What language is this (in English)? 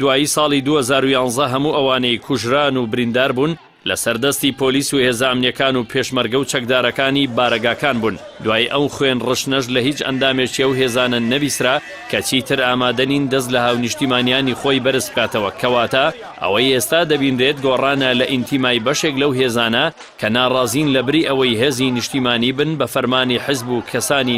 Central Kurdish